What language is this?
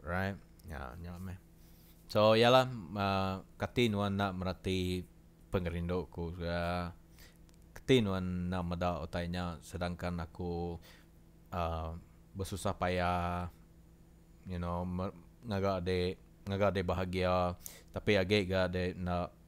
Iban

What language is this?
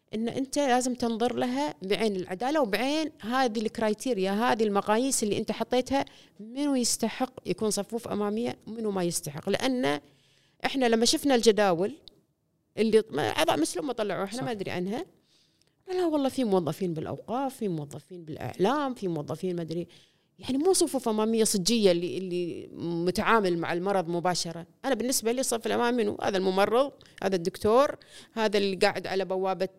Gulf Arabic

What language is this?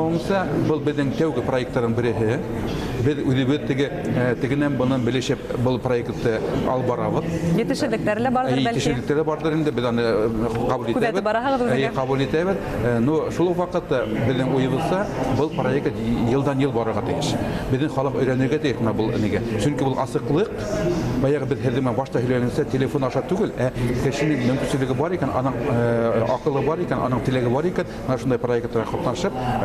Bashkir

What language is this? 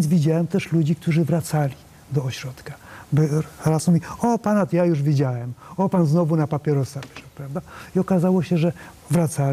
Polish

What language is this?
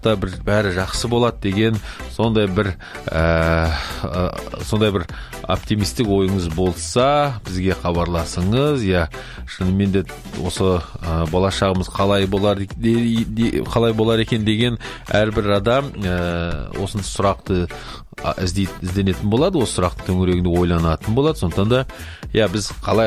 Kazakh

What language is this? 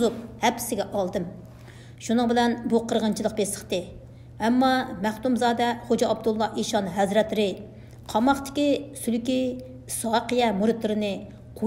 Uyghur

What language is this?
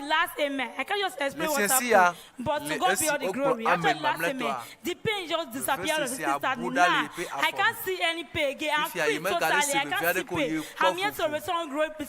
Ewe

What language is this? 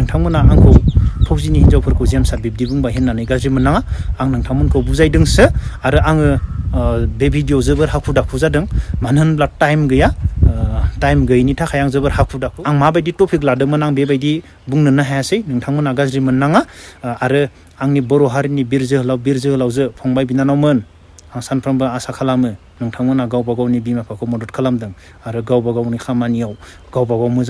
Bodo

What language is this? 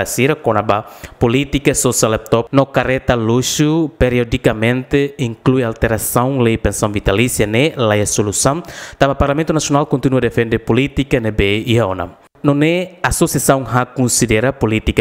Tetum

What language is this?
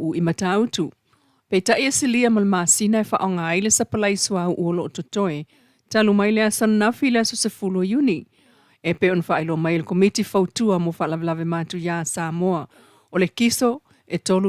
Samoan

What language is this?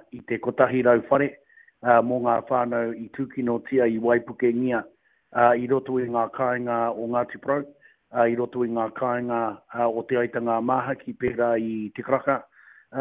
Māori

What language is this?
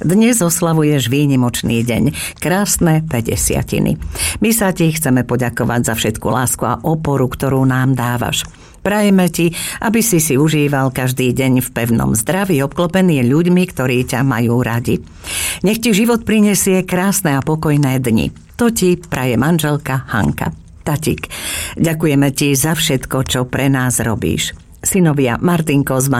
Slovak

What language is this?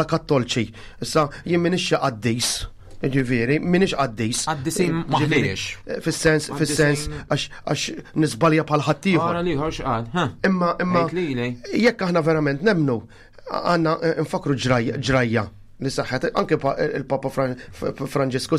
Maltese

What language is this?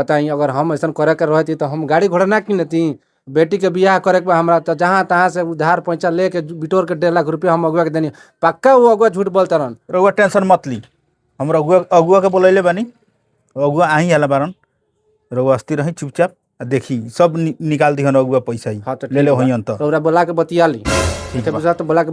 Bhojpuri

